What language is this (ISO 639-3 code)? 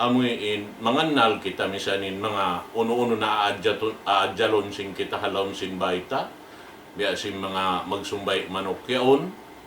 tsg